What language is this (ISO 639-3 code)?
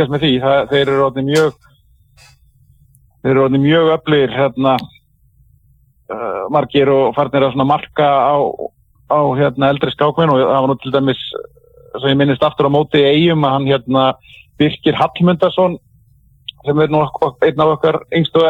isl